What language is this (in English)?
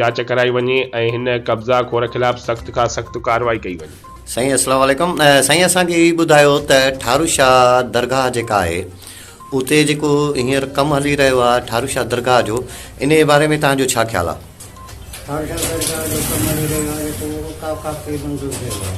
Sindhi